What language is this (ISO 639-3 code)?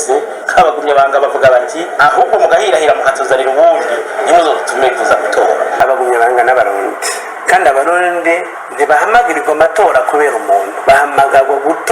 run